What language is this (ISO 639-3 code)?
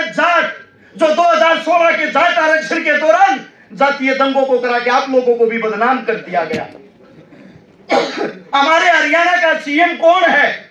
hin